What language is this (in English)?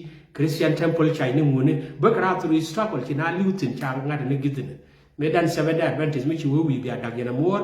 Nuer